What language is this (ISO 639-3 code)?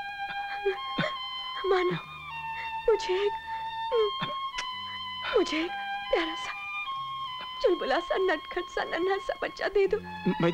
hin